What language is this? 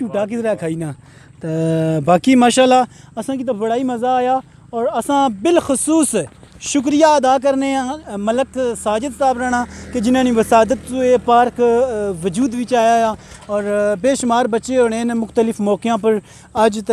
Pahari-Potwari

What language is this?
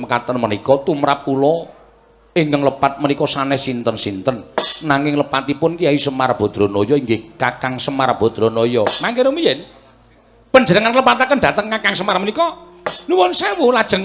Javanese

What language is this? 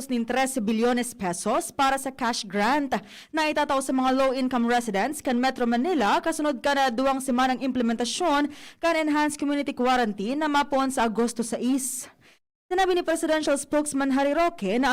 Bikol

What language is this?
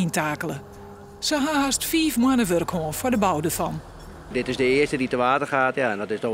Western Frisian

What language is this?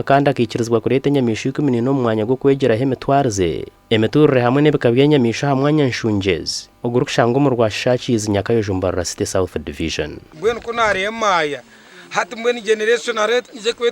Nyankole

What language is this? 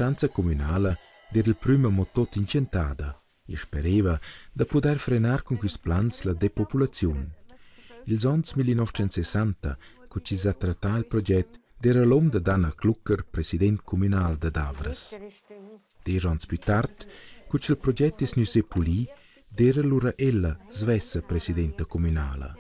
Romansh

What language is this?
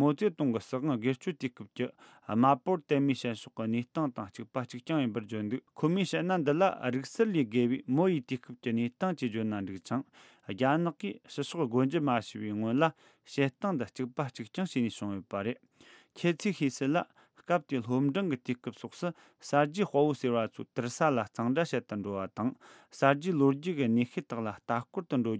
Tibetan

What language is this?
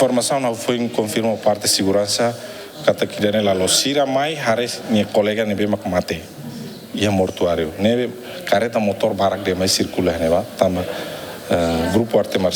Tetum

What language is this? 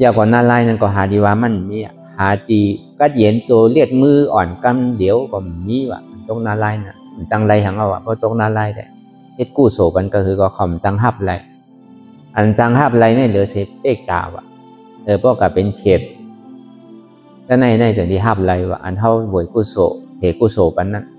Shan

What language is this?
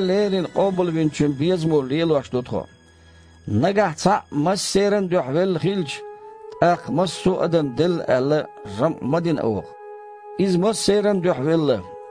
Chechen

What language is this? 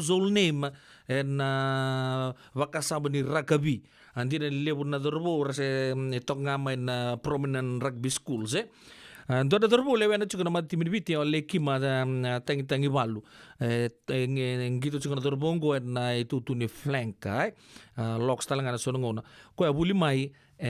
Fijian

